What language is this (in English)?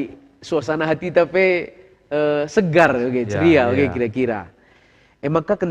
Batak Karo